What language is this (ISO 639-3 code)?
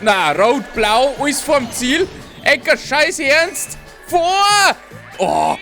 bar